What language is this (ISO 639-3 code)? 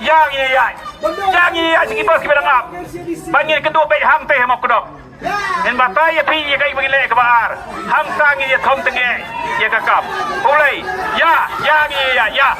kha